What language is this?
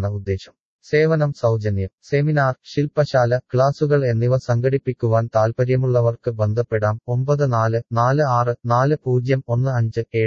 Malayalam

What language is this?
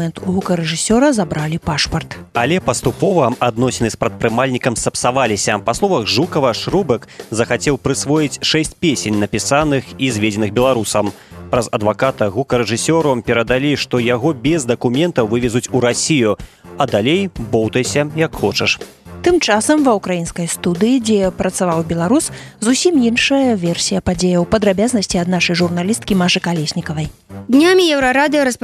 Belarusian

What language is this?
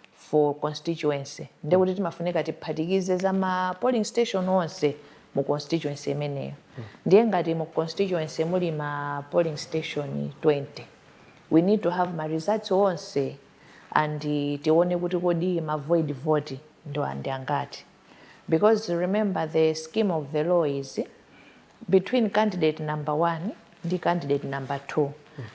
Nyanja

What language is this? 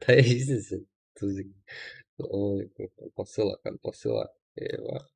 Kara-Kalpak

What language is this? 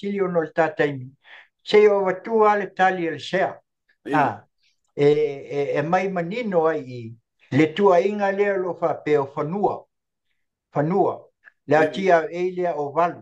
Samoan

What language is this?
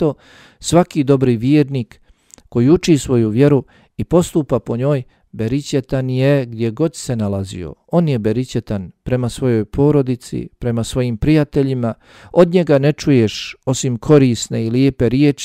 Bosnian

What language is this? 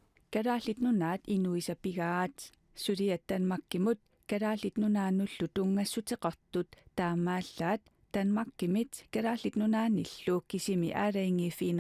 Kalaallisut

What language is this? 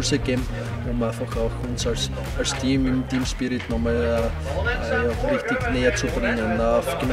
German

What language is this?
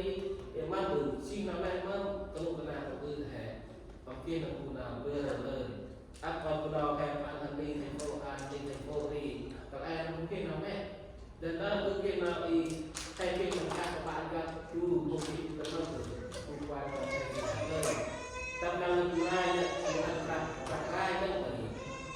Central Mnong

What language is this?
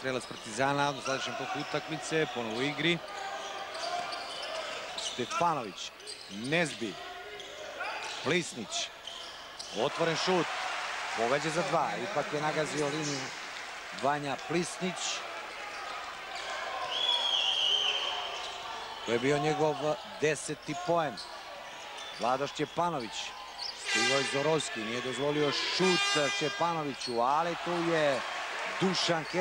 Serbian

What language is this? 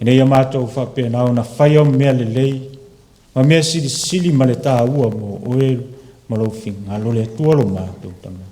Samoan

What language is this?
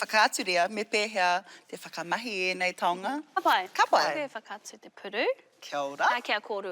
Māori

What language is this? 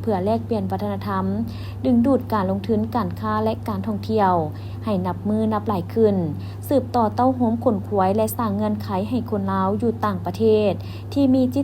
Lao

